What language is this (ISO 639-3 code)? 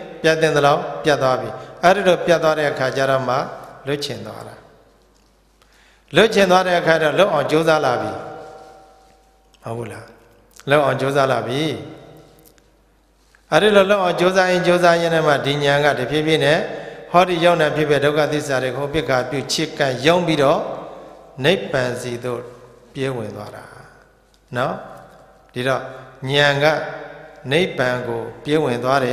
mya